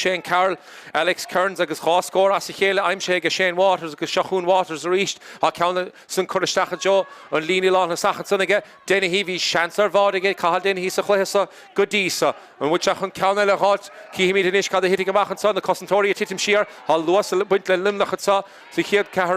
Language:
Irish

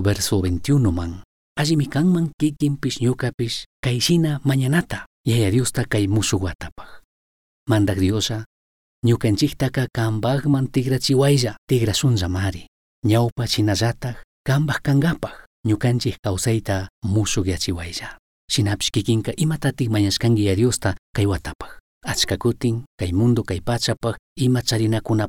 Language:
Chimborazo Highland Quichua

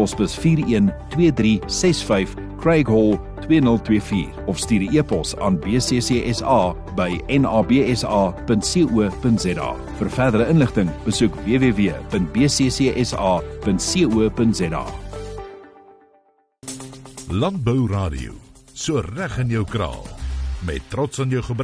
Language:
Afrikaans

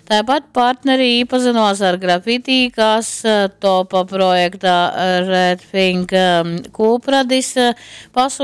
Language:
Latgalian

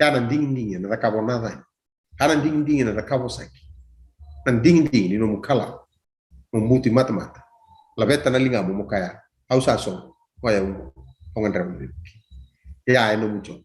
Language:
Fijian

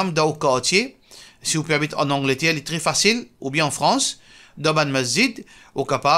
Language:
Morisyen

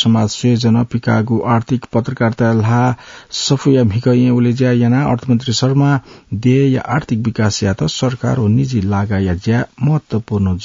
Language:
Newari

